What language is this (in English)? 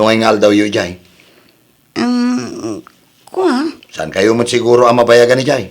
Iloko